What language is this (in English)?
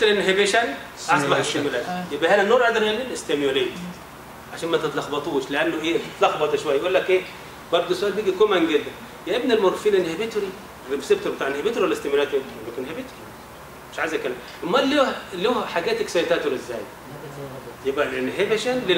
Egyptian Arabic